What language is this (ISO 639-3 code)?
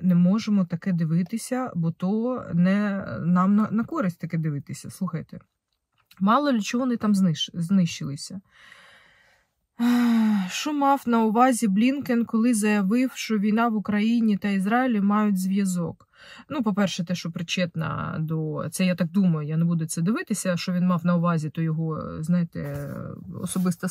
ukr